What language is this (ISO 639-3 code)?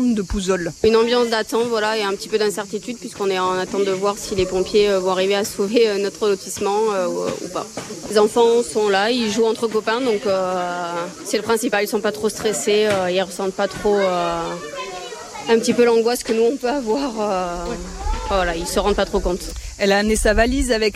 fra